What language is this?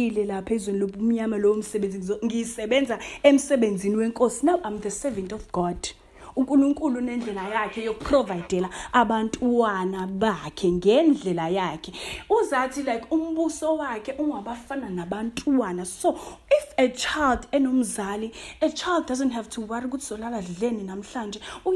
Zulu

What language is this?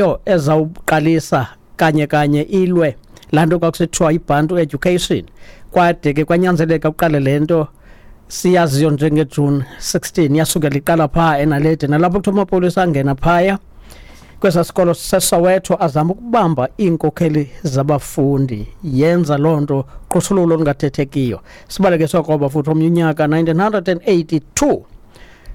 Xhosa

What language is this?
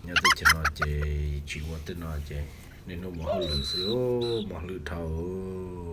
Hmong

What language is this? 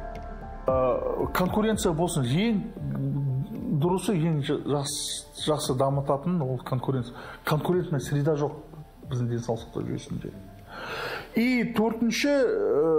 Kazakh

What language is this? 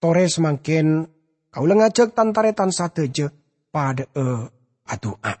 Madurese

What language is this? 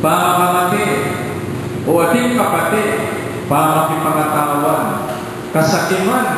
Pampanga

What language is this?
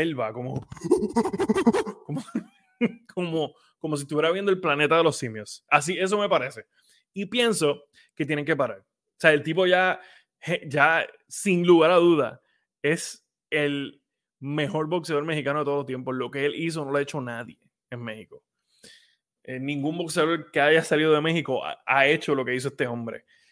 Spanish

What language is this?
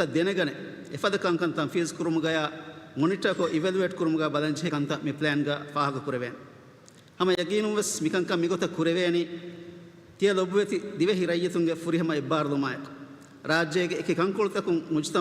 Divehi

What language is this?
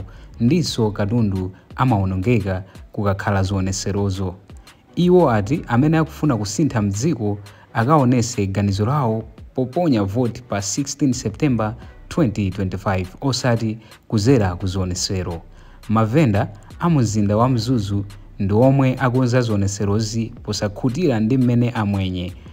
Nyanja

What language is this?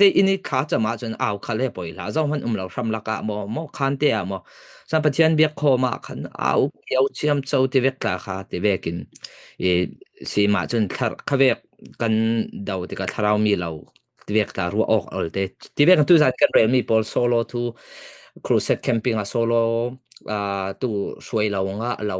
Falam Chin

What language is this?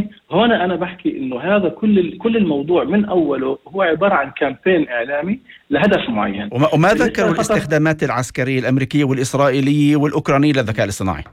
North Levantine Arabic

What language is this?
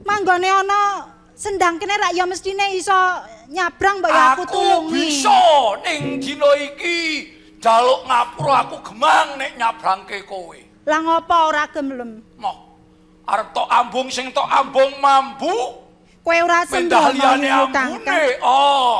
Javanese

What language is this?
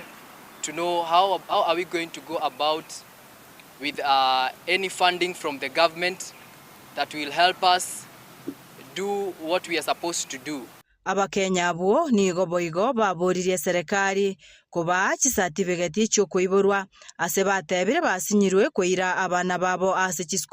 Gusii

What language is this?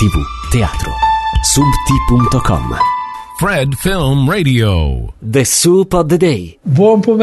Italian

